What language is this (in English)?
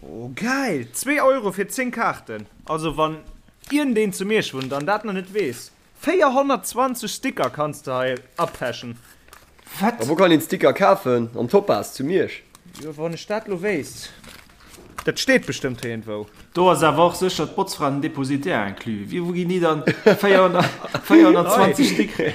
Luxembourgish